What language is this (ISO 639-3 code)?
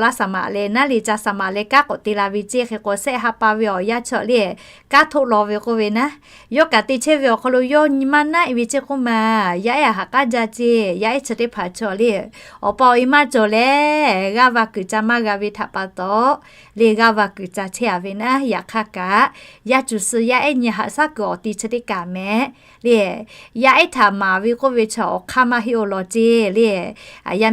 lhu